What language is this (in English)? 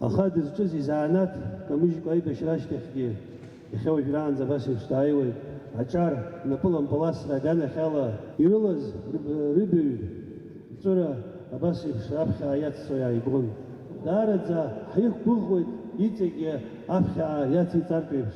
Abkhazian